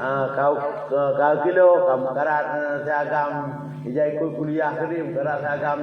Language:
Achinese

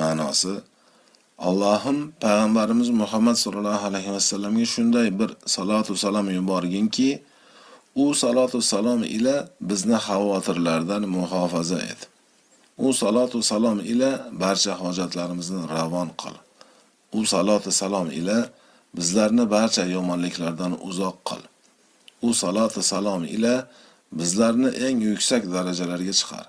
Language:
Uzbek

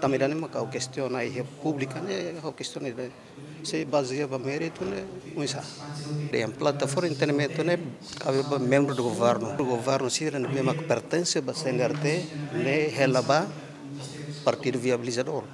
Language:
Tetum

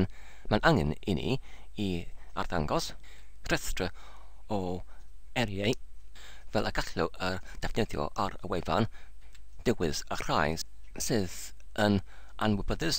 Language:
Welsh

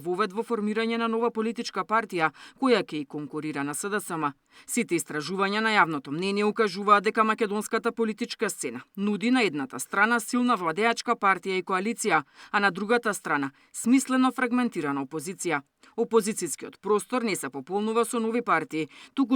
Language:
Macedonian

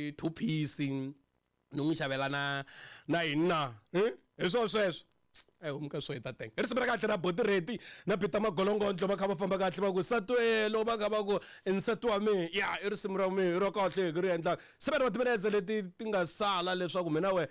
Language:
Tsonga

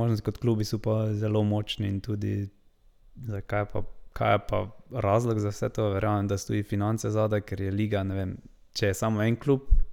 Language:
Slovenian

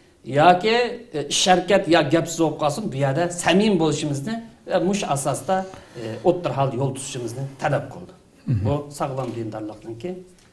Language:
Uyghur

